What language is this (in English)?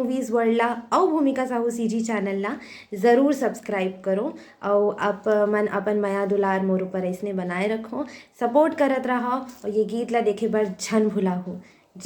Chhattisgarhi